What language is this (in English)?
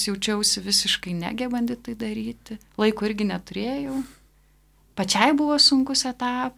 Lithuanian